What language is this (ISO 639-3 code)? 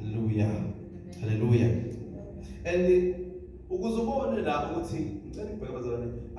zul